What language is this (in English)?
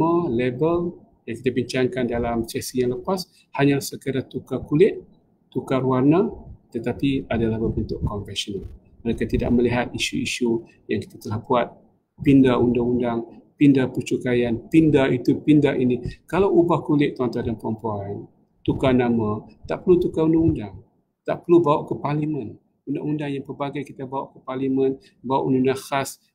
Malay